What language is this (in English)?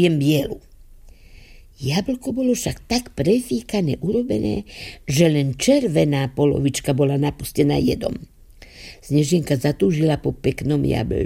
Slovak